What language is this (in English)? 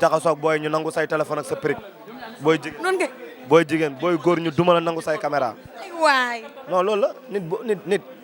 Wolof